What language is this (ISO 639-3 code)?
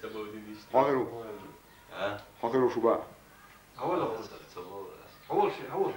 che